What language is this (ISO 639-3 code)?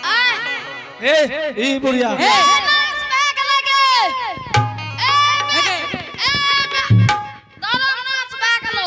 anp